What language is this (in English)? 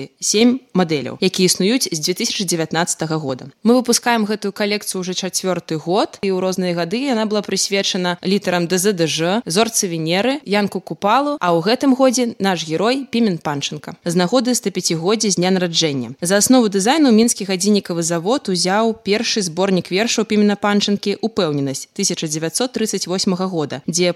Belarusian